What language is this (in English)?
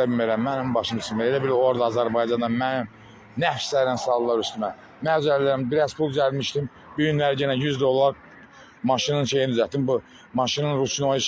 Azerbaijani